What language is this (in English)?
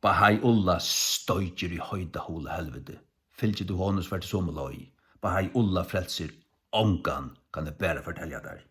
Faroese